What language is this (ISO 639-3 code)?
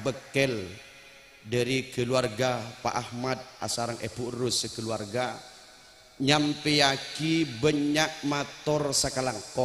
mad